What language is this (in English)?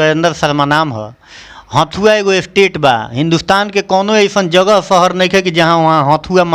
Bhojpuri